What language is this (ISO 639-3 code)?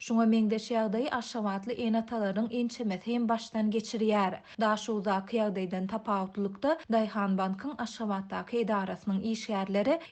tuk